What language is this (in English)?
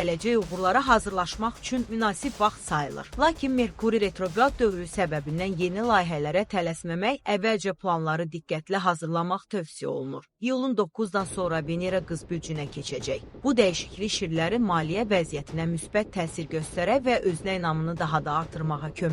Azerbaijani